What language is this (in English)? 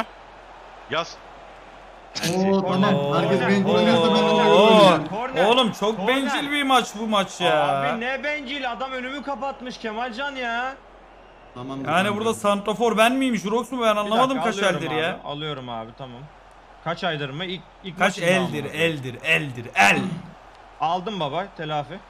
Turkish